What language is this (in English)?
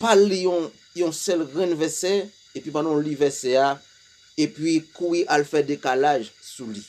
Haitian Creole